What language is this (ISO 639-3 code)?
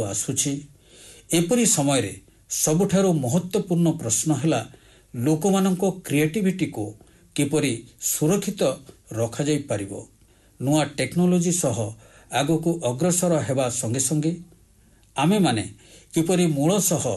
ori